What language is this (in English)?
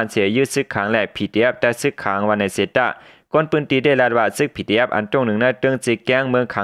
Shan